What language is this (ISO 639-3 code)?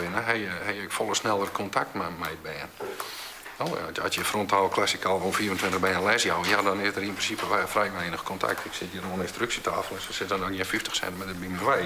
fry